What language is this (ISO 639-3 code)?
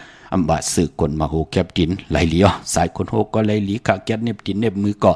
shn